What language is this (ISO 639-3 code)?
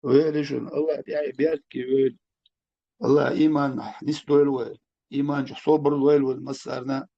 che